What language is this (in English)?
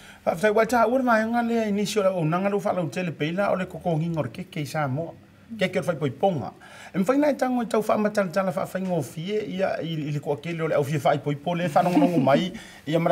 Samoan